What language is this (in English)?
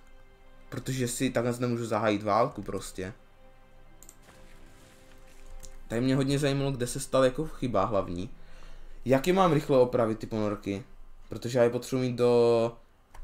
Czech